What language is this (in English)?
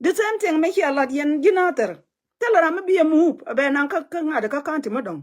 Nuer